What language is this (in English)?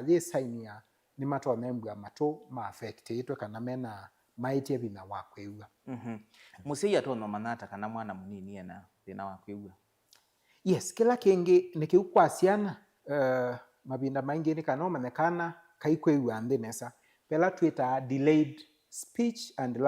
Kamba